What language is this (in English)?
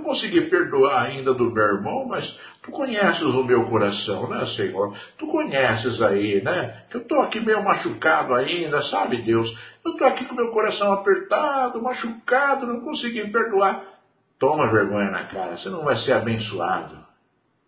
Portuguese